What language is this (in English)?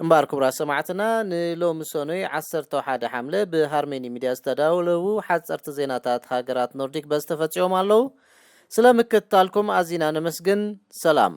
Tigrinya